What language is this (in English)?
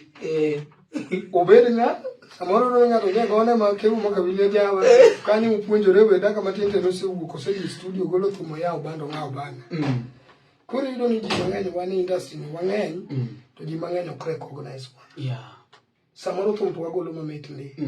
Luo (Kenya and Tanzania)